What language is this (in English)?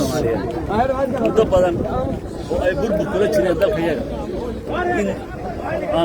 Somali